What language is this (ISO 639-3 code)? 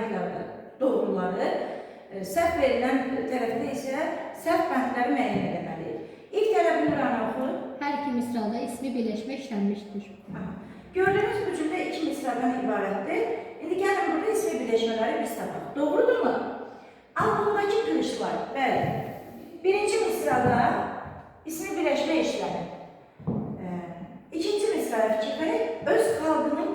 aze